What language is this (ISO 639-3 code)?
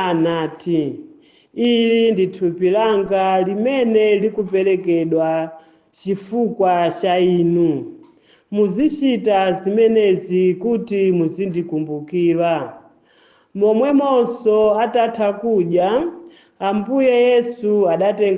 nya